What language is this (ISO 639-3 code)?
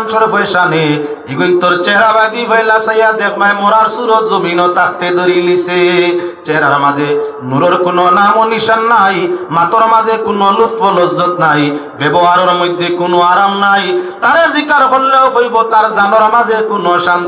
syl